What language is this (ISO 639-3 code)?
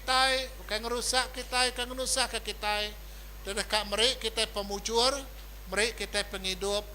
iba